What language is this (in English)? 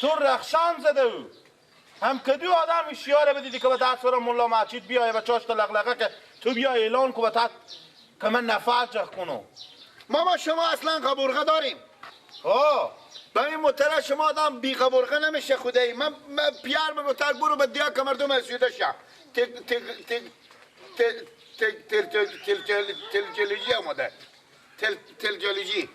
Persian